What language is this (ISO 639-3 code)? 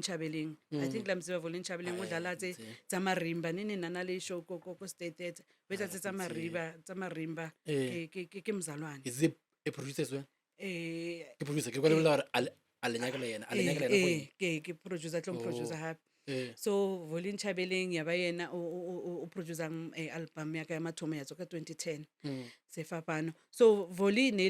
nso